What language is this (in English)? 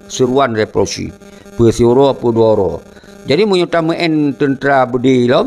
Achinese